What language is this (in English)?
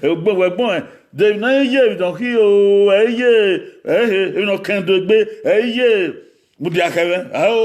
Bini